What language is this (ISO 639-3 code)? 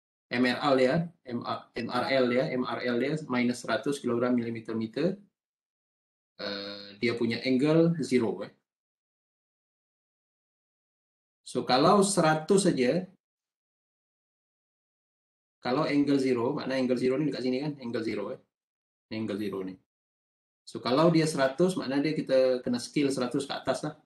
msa